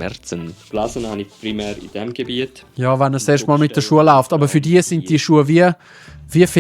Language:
Swiss German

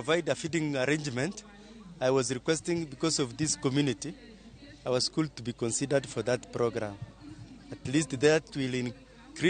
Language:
Luo (Kenya and Tanzania)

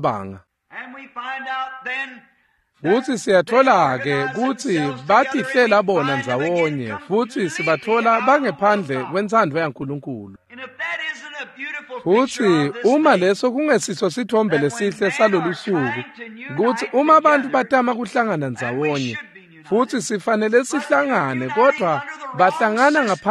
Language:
Swati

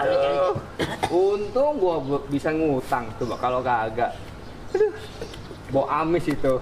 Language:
Betawi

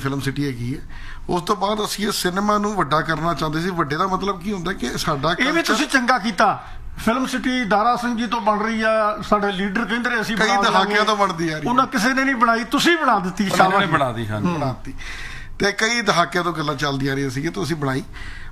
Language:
Punjabi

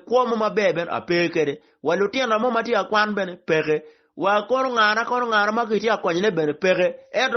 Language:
Acoli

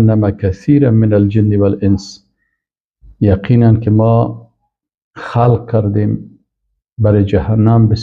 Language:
Persian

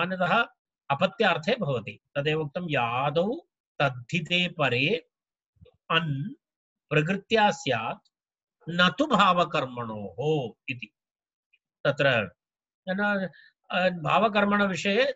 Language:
Sanskrit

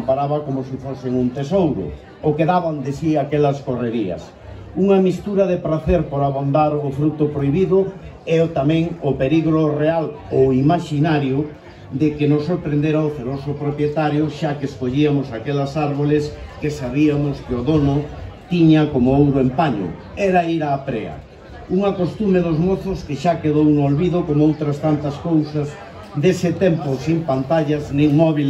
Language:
Galician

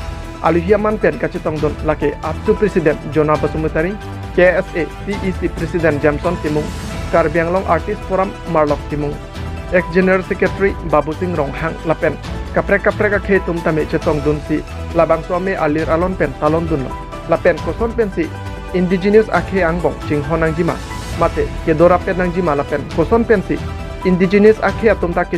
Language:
Karbi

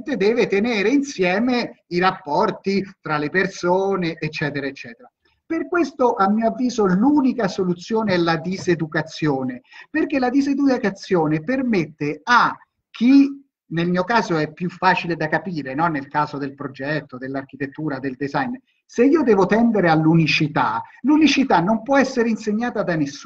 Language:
Italian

